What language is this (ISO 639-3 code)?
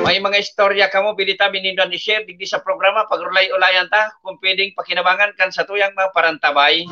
bik